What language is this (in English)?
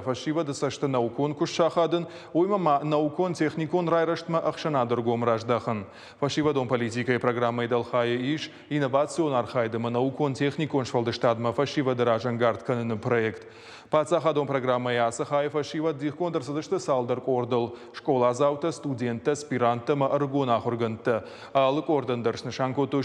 Ossetic